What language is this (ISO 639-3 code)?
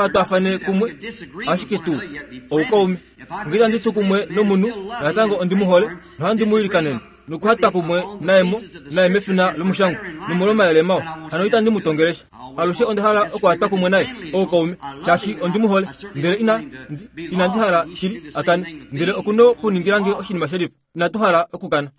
kua